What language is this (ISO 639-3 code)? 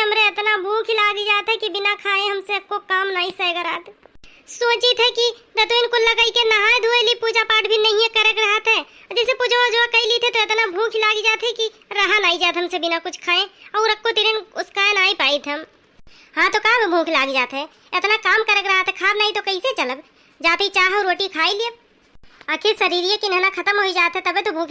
awa